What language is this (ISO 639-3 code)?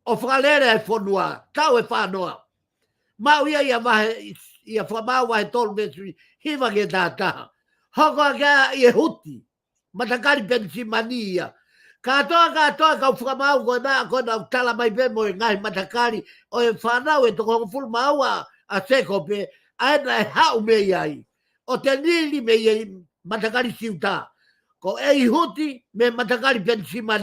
ton